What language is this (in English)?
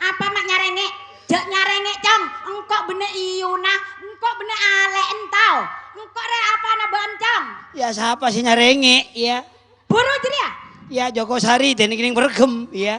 Madurese